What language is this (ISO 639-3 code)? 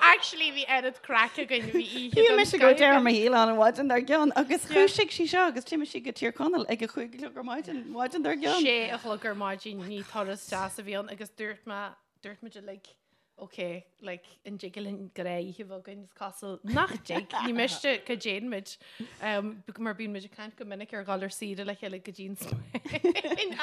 gle